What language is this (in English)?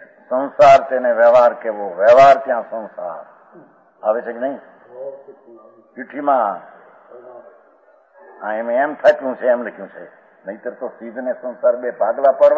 Gujarati